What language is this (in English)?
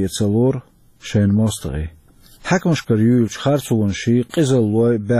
Chechen